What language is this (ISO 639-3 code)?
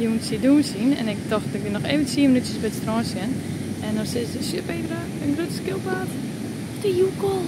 fry